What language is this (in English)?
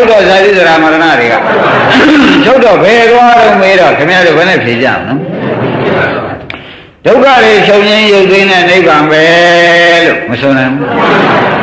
Burmese